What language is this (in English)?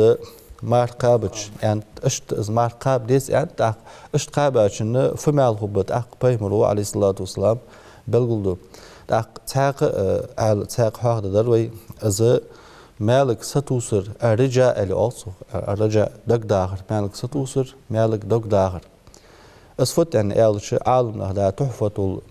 Ingush